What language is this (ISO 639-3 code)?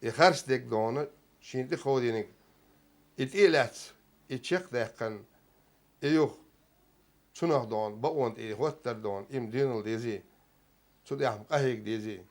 che